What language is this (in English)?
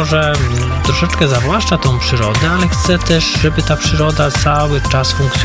Polish